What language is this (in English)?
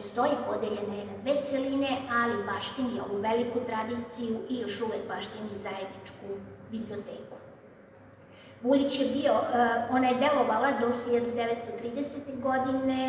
Serbian